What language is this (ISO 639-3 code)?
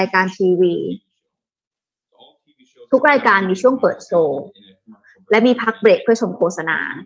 tha